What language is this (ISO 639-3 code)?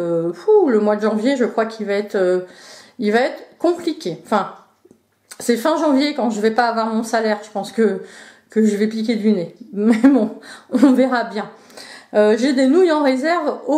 fra